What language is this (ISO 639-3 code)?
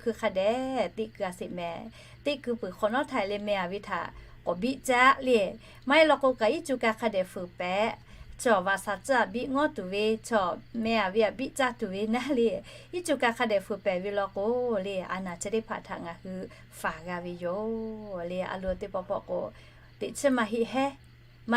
lhu